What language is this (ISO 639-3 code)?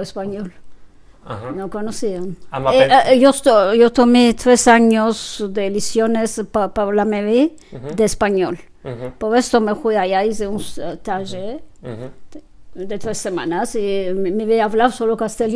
lad